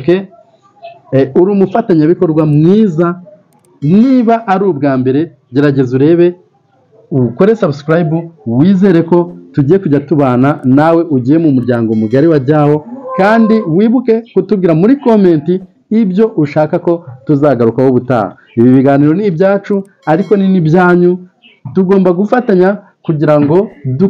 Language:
Kinyarwanda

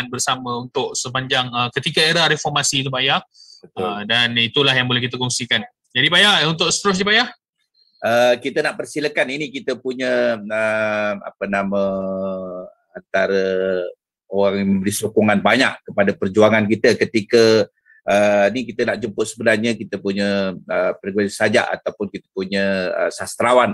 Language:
Malay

